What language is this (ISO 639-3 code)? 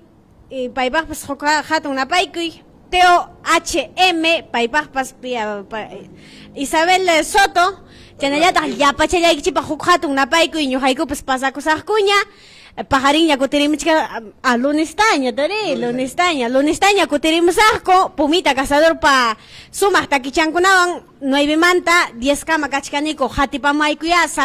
quy